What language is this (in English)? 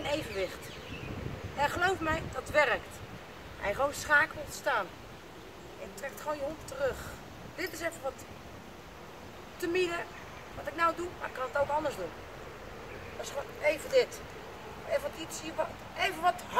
Dutch